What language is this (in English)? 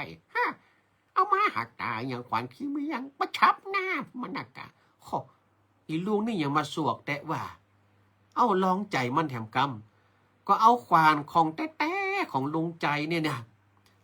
Northern Thai